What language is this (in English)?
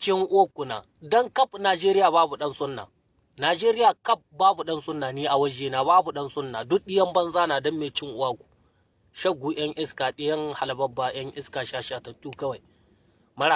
Hausa